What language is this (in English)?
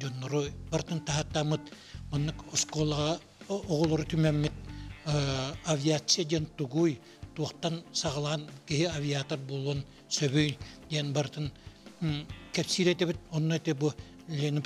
Yakut